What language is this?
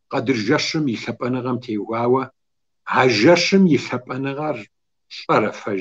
Kabardian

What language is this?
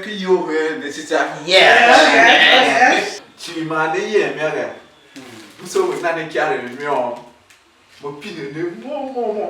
Tiv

